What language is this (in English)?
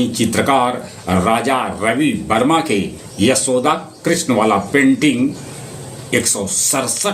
Magahi